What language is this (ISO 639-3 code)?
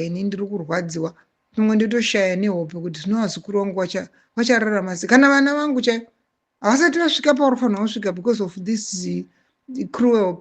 sna